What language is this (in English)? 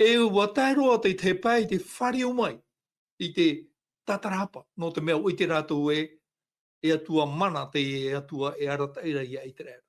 Tahitian